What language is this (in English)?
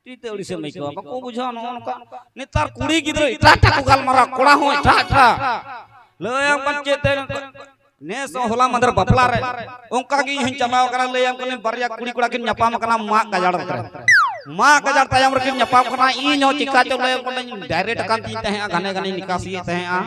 Santali